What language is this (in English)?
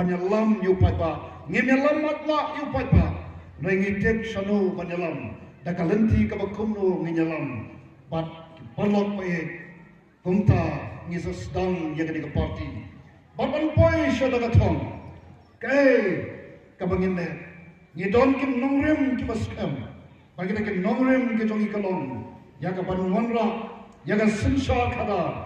Khasi